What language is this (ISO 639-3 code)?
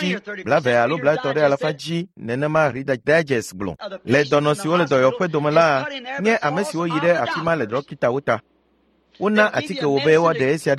ewe